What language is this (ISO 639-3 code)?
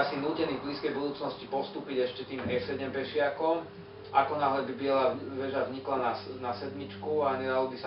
slk